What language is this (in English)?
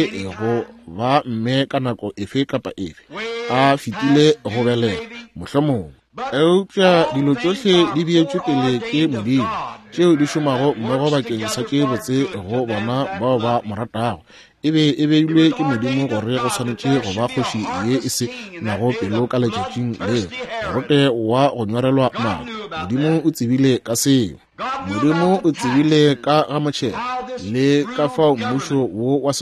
Northern Sotho